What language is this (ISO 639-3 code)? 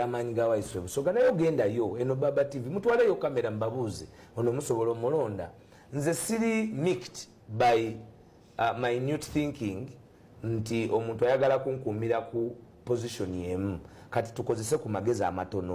lug